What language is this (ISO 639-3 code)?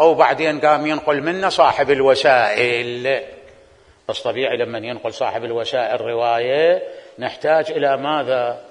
acm